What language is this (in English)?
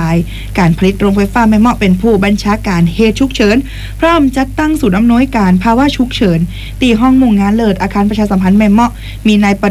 Thai